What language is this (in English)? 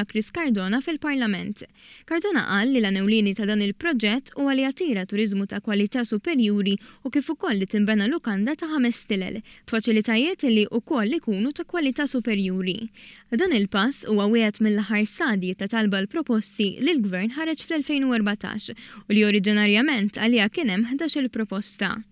Maltese